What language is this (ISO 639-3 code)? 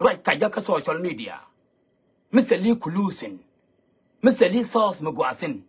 nus